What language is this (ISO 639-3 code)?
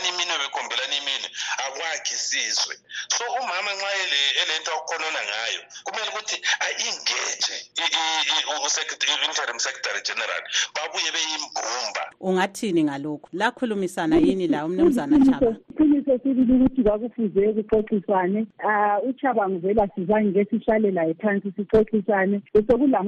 nde